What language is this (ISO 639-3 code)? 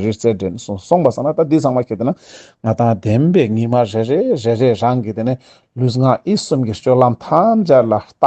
lbj